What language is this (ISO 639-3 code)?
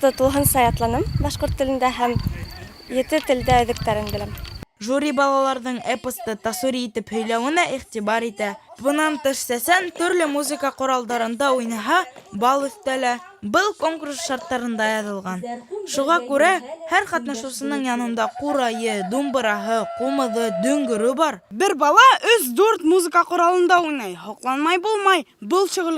bak